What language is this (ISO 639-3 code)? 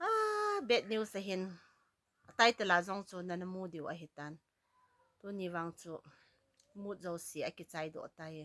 tcz